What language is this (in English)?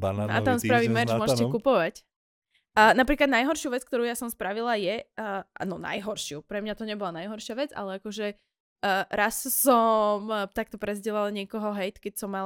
Slovak